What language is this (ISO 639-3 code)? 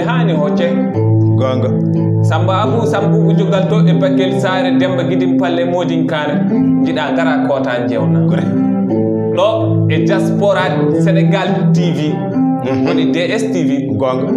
ful